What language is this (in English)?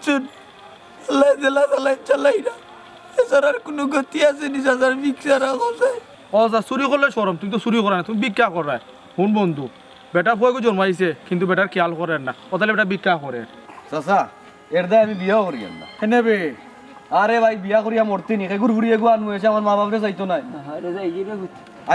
Sylheti